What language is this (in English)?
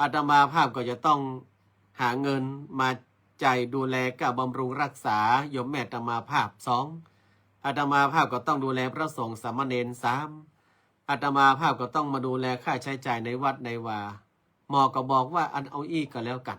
Northern Thai